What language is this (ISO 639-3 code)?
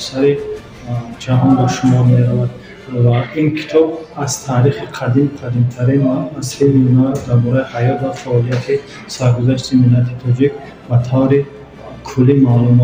tgk